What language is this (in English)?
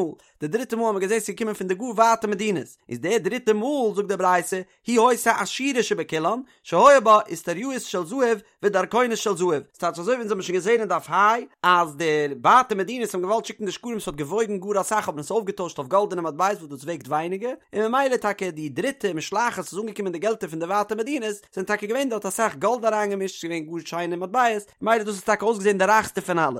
Yiddish